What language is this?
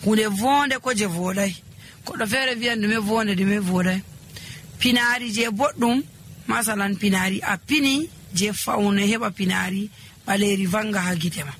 Nigerian Fulfulde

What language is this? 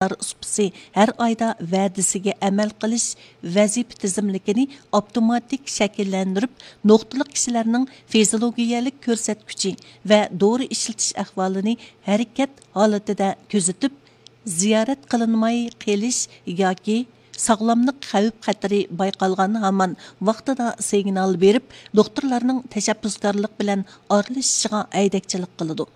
Uyghur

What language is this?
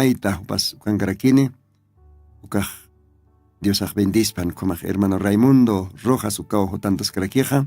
Aymara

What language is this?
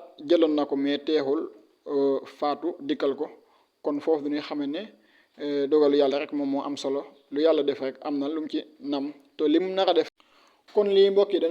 Wolof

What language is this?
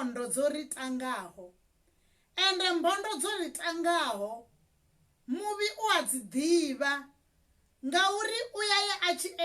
Venda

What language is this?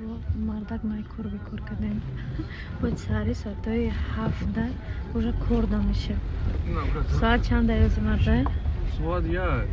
Tajik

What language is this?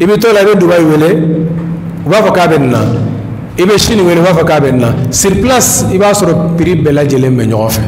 Bambara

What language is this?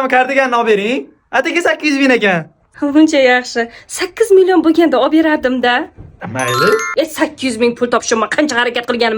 Uzbek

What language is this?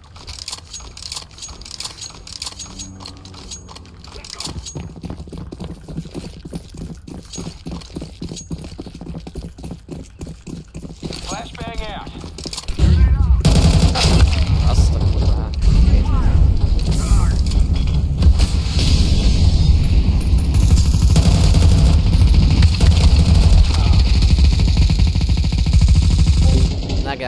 Hungarian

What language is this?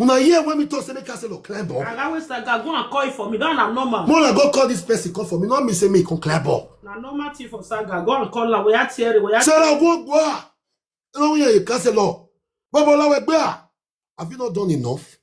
Nigerian Pidgin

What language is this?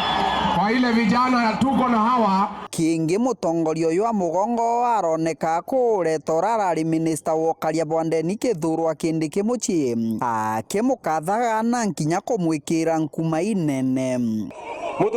Meru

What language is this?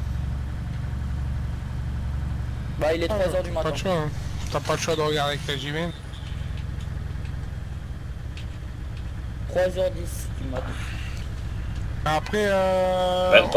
French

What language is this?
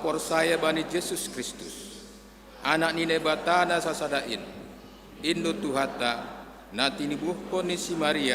Batak Simalungun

